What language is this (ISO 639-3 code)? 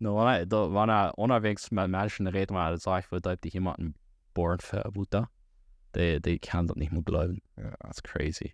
pdt